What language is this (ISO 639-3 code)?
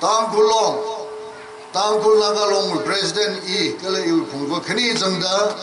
nmf